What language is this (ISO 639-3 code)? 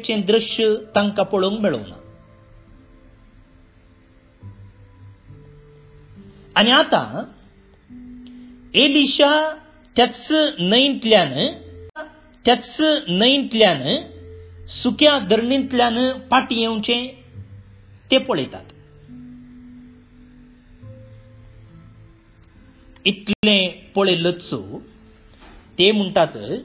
kok